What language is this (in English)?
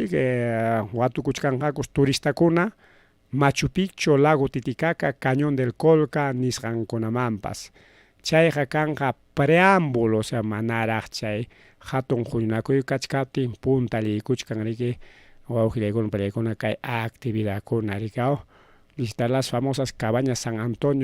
Ayacucho Quechua